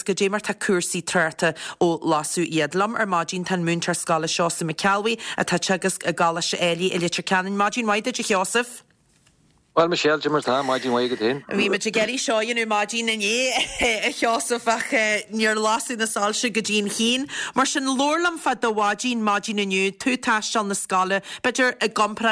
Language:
Irish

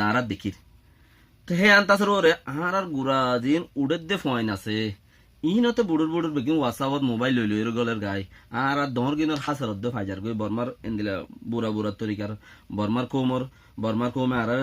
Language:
Rohingya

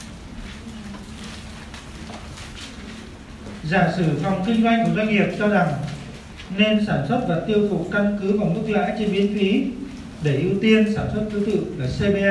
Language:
Vietnamese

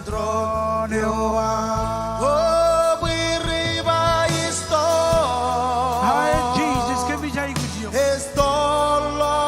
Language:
Marshallese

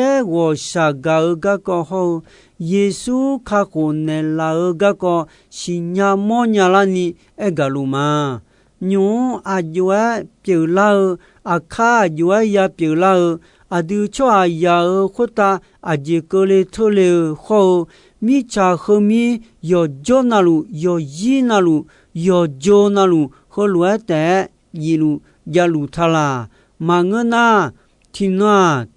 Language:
Akha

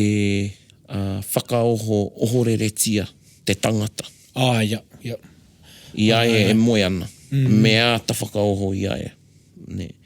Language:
Māori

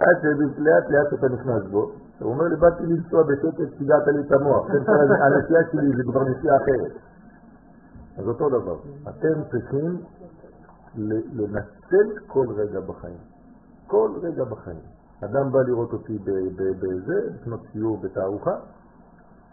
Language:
Hebrew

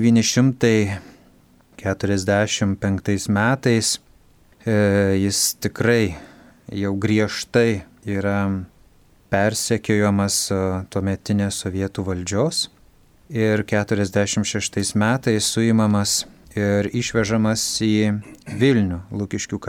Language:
Lithuanian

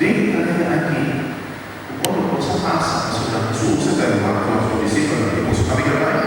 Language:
Papiamento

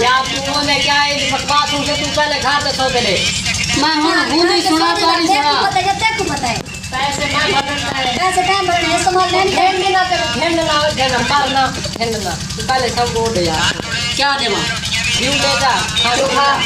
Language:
Saraiki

